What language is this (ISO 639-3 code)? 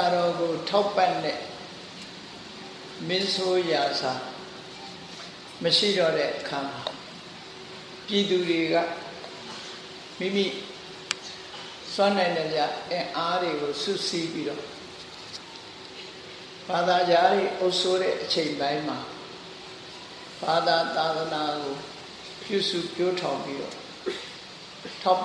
mya